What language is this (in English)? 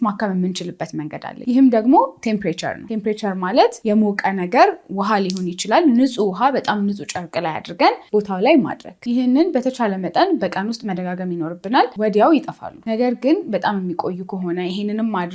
Amharic